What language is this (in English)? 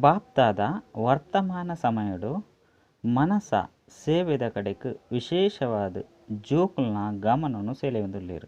Tulu